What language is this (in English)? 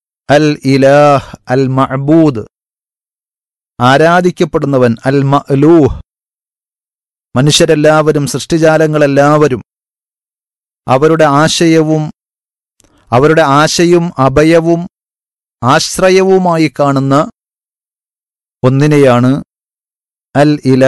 Malayalam